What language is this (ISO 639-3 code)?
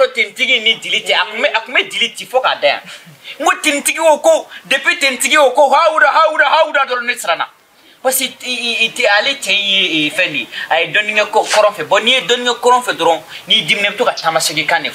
bam